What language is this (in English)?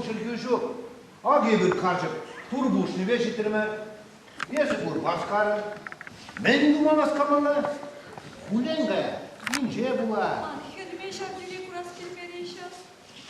Chuvash